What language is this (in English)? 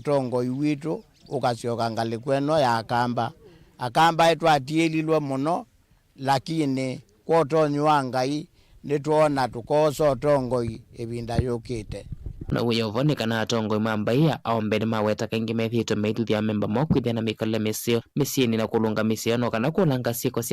Kamba